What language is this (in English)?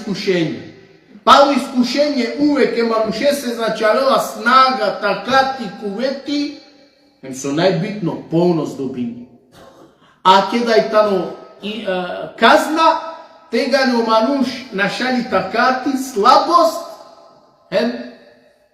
Balkan Romani